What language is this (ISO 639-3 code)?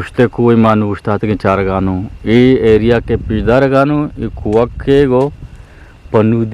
bgp